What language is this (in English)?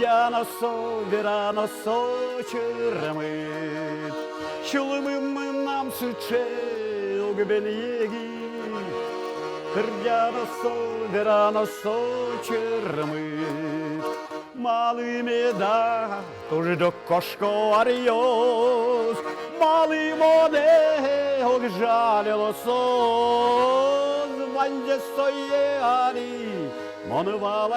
Udmurt